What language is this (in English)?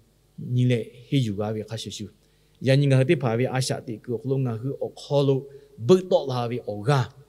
Lahu